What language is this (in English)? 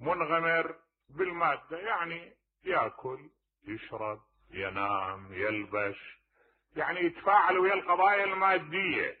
Mesopotamian Arabic